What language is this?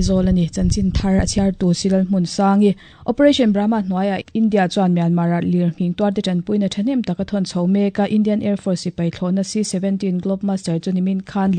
Mizo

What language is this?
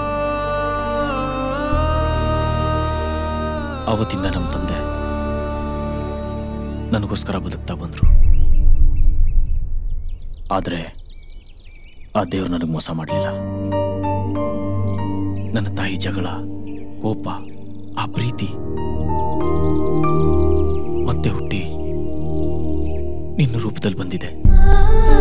Kannada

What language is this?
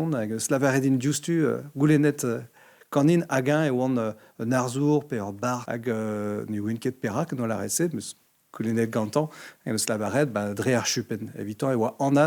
Breton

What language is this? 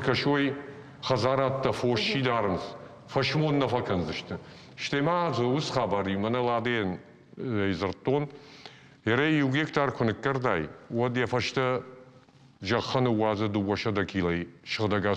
Ossetic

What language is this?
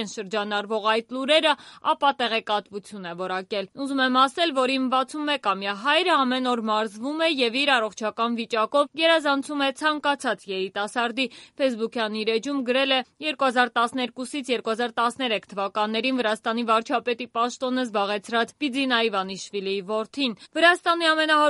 Armenian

